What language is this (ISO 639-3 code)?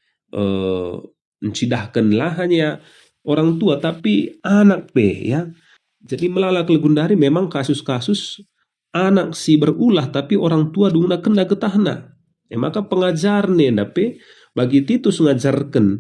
btx